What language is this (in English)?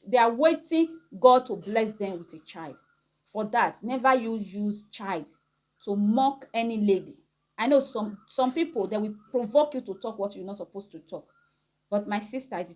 Nigerian Pidgin